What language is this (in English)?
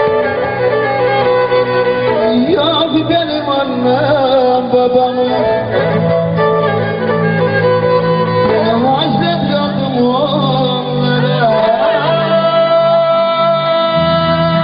Turkish